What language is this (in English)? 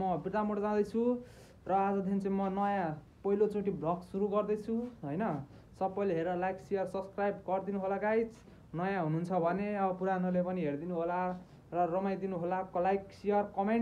Nepali